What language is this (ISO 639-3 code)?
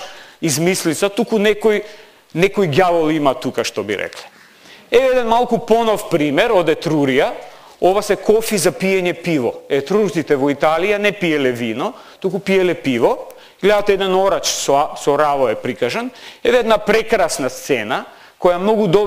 mkd